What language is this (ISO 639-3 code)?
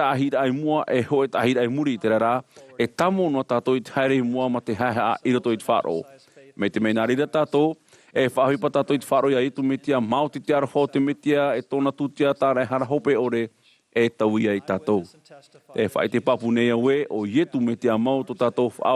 tah